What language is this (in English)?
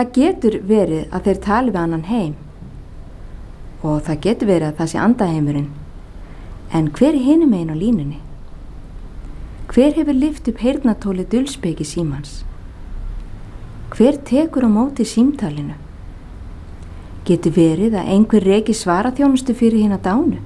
Icelandic